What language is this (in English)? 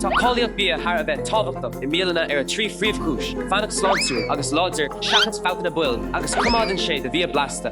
Irish